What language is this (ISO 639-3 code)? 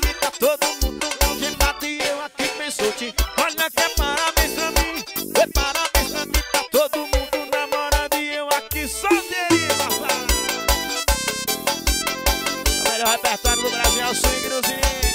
por